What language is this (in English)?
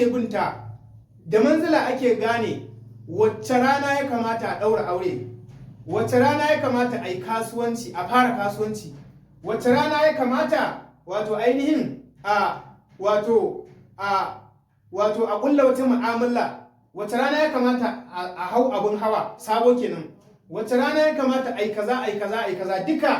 Hausa